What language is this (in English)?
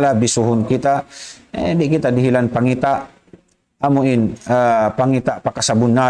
Tausug